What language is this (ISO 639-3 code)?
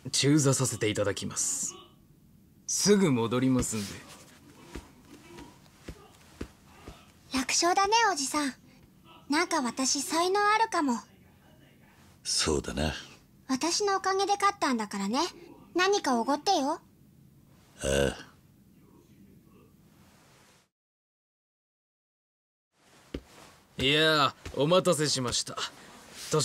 jpn